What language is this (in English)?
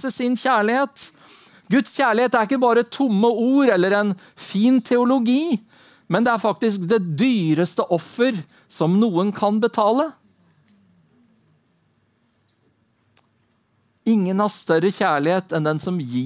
Norwegian